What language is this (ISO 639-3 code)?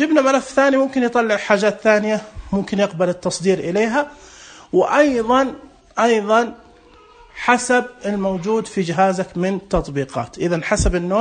ars